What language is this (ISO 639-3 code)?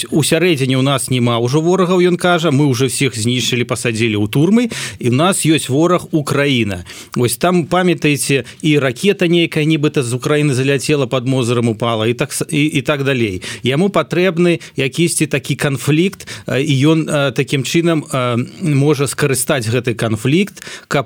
bel